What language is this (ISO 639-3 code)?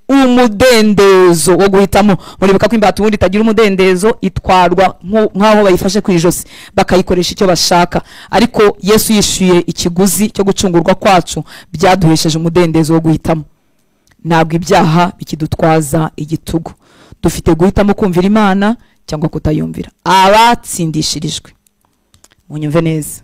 kin